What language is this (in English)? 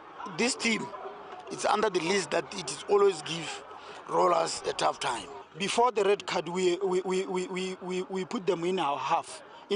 Tswana